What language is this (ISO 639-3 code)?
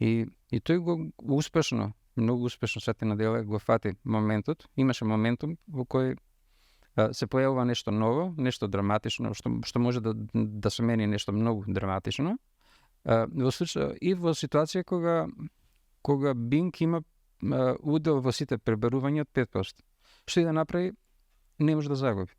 mkd